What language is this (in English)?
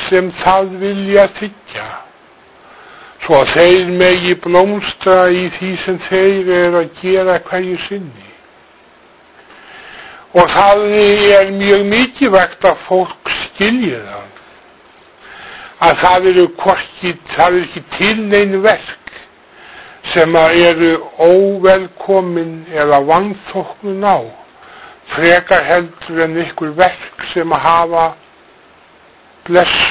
Icelandic